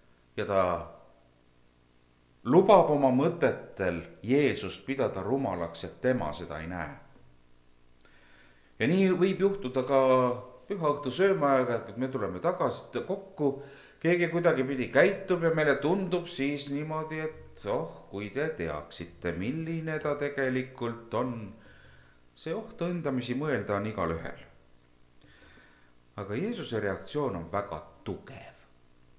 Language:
Estonian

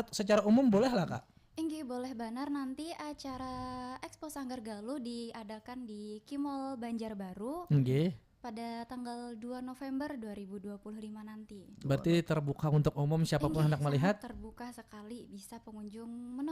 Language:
Banjar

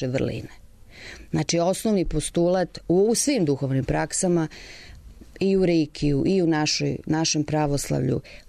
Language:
Serbian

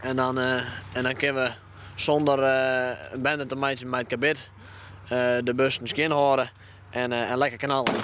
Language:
Western Frisian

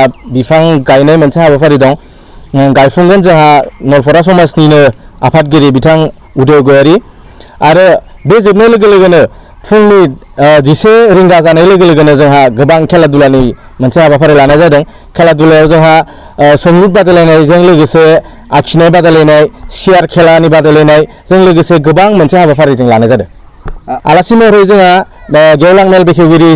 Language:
Bodo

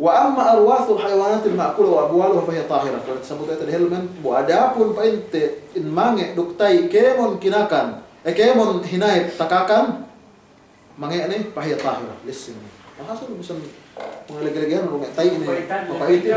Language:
Yakan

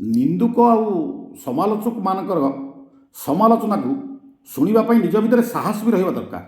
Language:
Odia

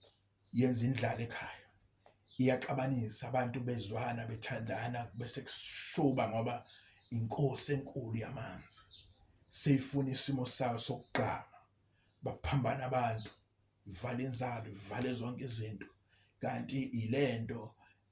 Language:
Zulu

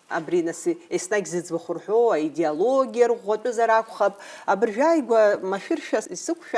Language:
Abkhazian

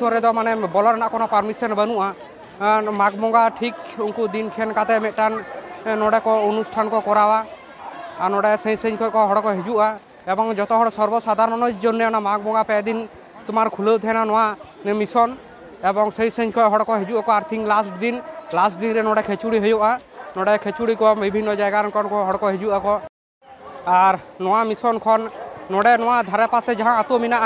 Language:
Santali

